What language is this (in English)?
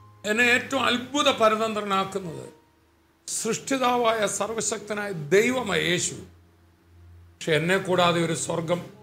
Malayalam